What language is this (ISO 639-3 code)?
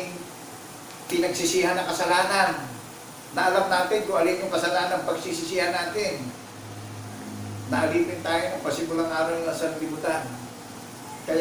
fil